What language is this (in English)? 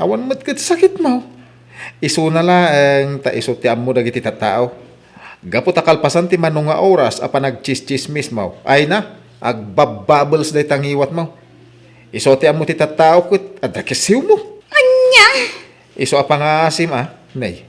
Iloko